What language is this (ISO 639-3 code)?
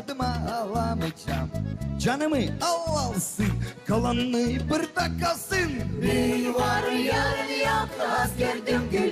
gag